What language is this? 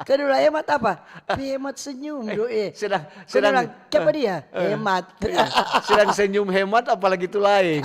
Manado Malay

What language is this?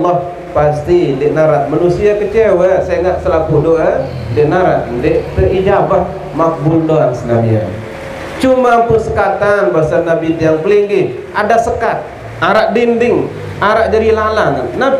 Sasak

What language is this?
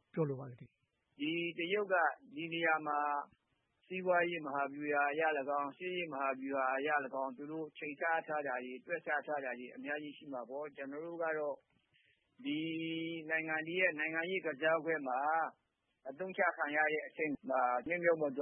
Burmese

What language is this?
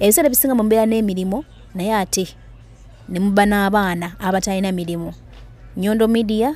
Ganda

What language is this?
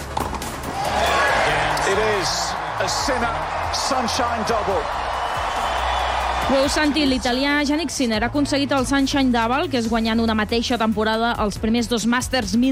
Catalan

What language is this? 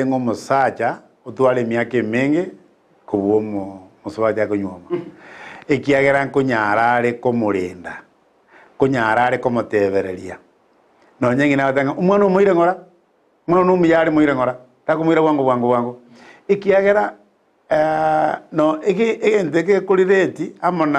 Gusii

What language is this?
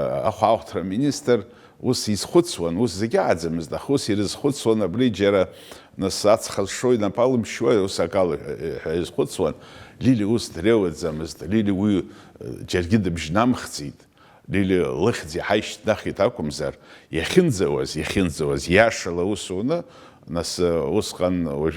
Abkhazian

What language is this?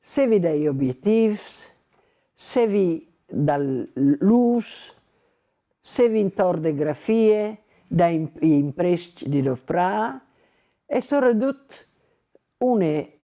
Friulian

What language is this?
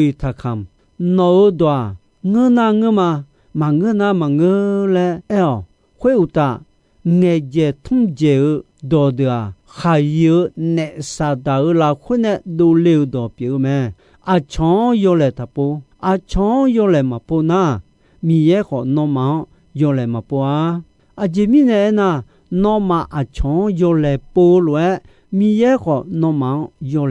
Akha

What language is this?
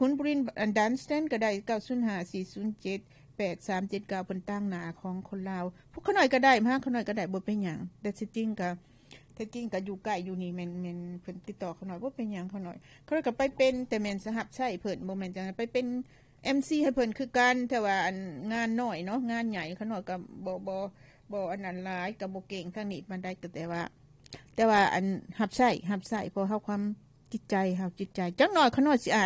Lao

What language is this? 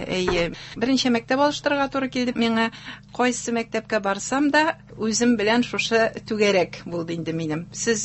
Tatar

